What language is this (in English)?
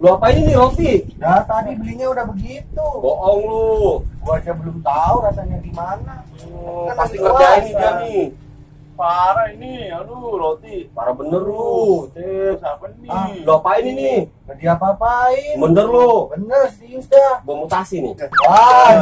Betawi